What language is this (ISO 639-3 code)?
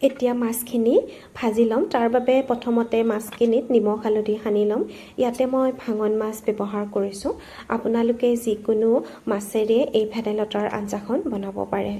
asm